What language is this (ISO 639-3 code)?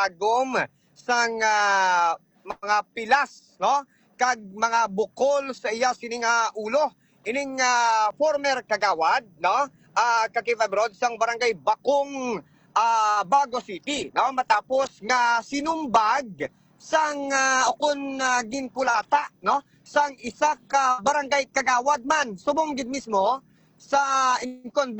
hil